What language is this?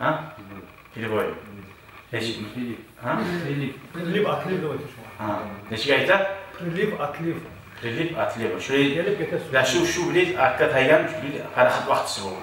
Kumyk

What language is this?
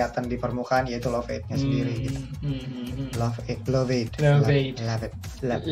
Indonesian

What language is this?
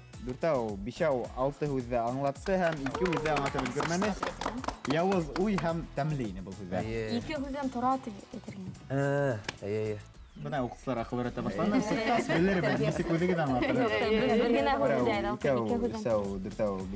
Bashkir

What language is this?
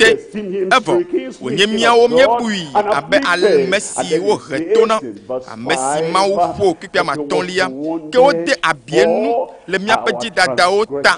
Ewe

